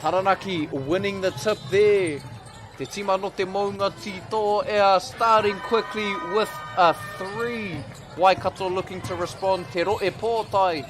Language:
Māori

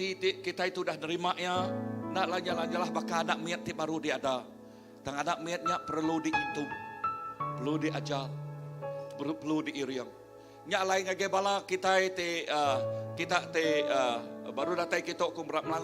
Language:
Iban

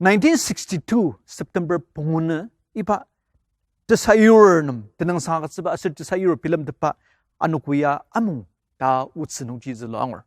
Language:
Ao Naga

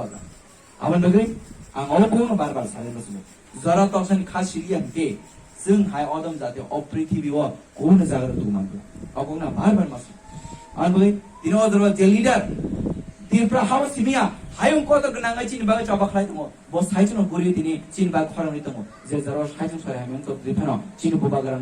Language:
Kok Borok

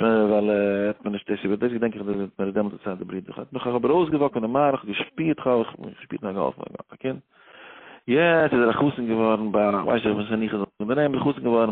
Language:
Yiddish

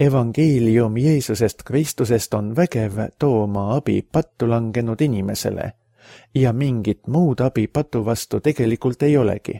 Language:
Estonian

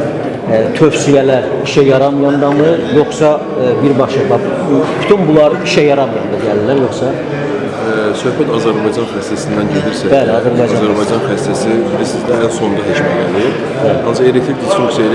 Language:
Azerbaijani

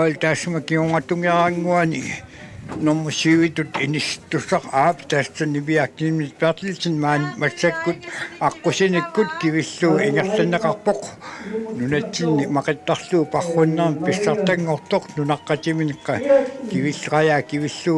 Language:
Kalaallisut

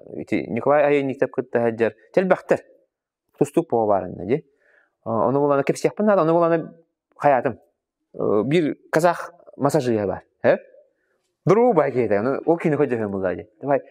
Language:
Yakut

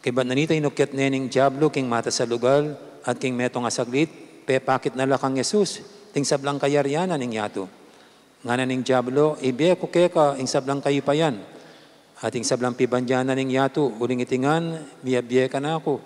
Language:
Pampanga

